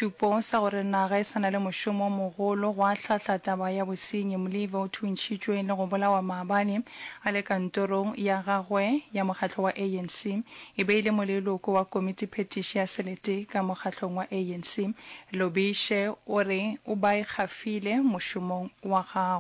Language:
Northern Sotho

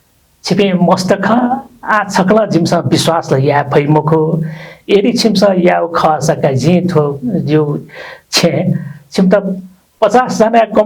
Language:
Newari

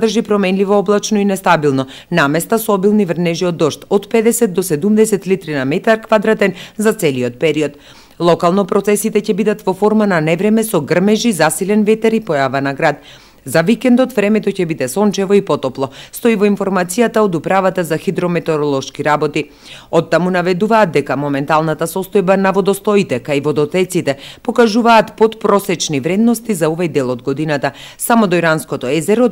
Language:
Macedonian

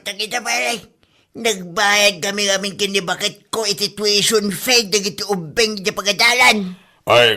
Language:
Iloko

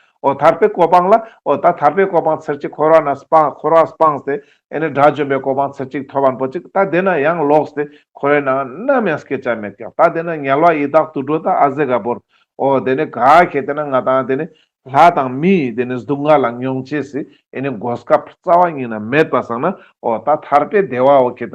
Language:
Ladakhi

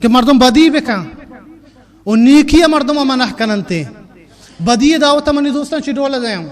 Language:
Baluchi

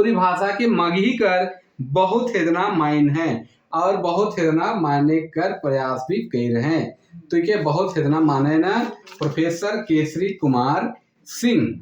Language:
Sadri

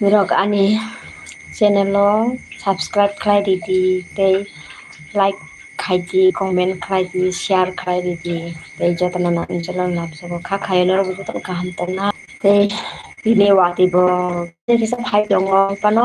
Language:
Kok Borok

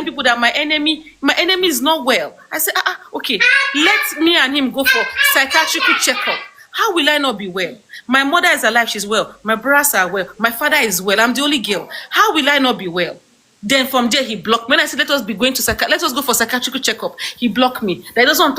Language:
Nigerian Pidgin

